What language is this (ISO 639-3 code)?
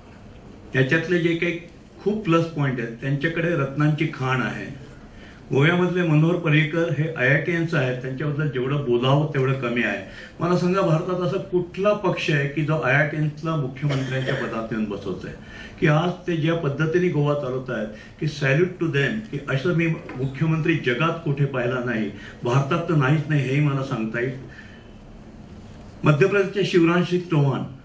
mar